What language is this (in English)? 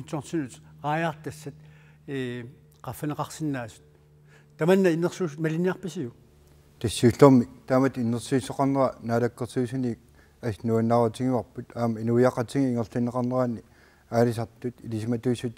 Kalaallisut